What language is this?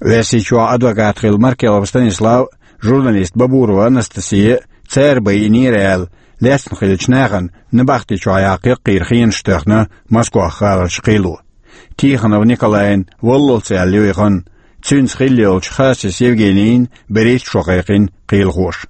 Chechen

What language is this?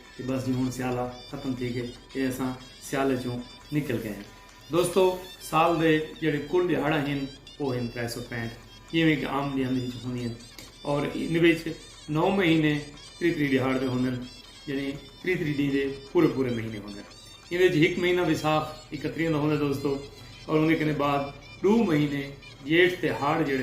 Saraiki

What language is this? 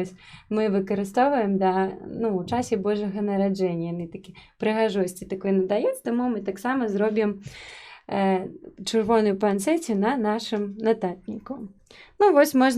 Belarusian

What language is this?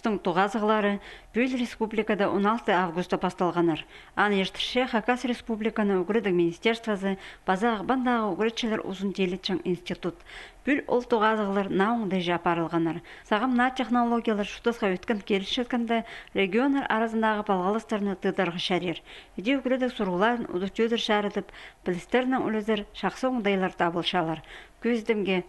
Khakas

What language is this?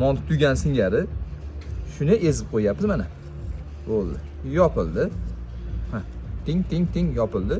Uzbek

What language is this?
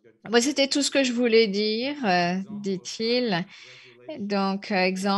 French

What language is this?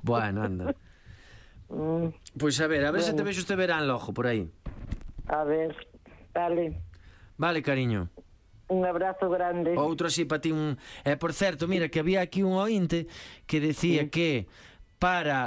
Galician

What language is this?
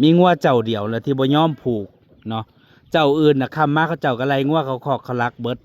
Northeastern Thai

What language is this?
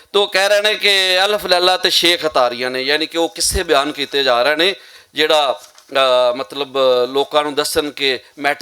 Western Panjabi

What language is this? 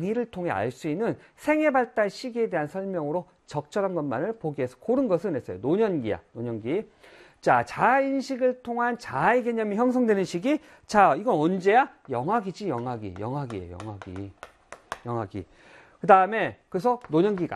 Korean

